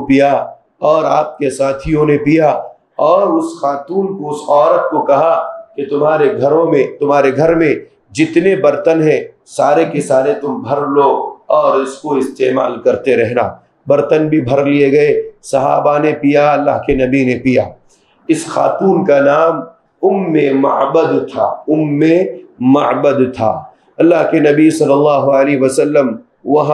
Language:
Urdu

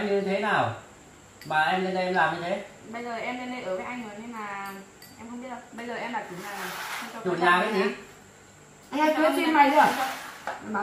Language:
Vietnamese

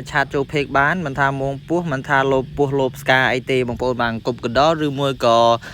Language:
Khmer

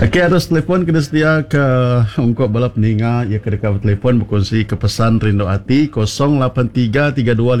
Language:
Iban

